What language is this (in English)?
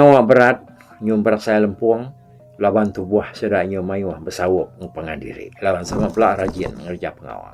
Iban